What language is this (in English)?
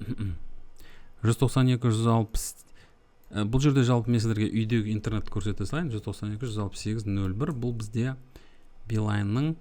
Kazakh